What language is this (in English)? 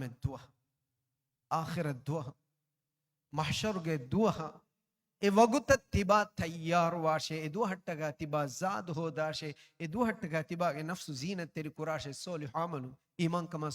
Divehi